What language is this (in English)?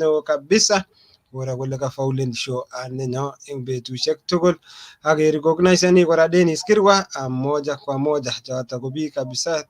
Kalenjin